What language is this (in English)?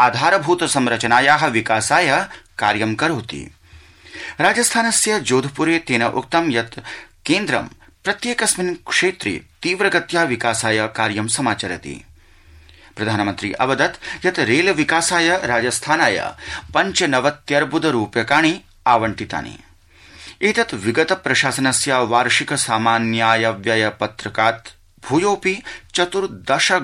Sanskrit